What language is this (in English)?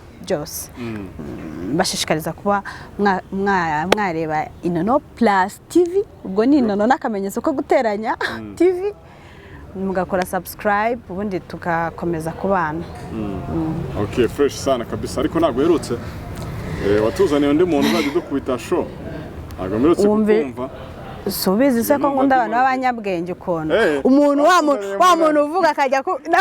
Kinyarwanda